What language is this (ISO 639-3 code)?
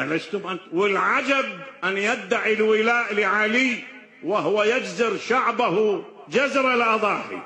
acm